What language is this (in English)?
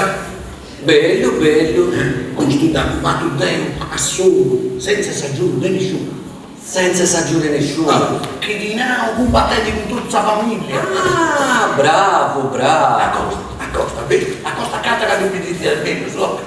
Sardinian